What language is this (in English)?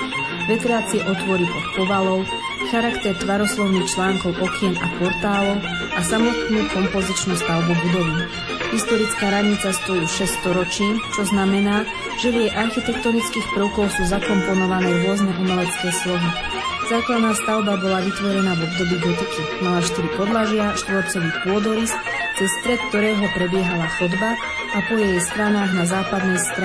Slovak